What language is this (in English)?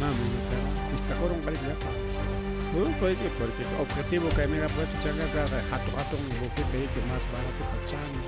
Ayacucho Quechua